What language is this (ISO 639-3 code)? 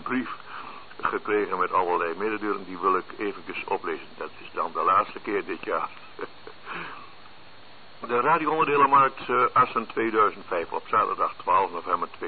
nld